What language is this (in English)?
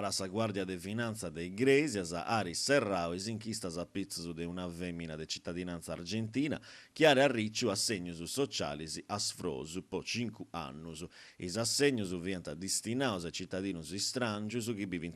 Sardinian